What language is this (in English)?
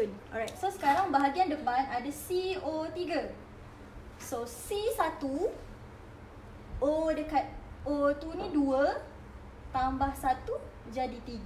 Malay